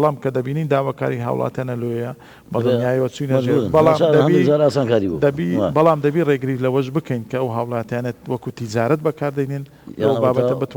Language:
Central Kurdish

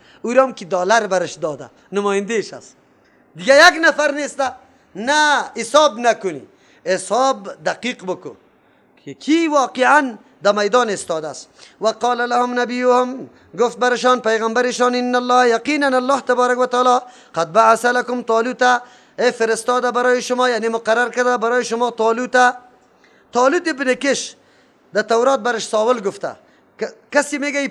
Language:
Persian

